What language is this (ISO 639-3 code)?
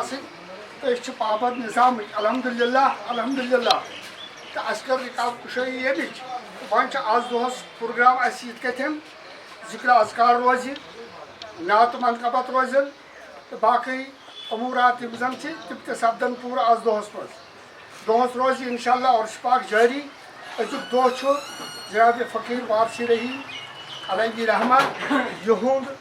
kas